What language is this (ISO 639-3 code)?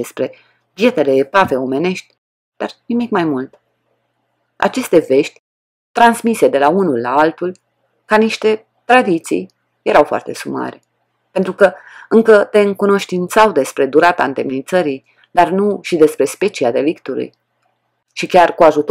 ron